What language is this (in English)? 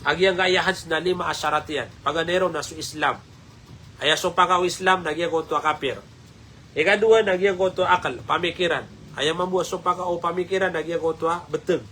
Maranao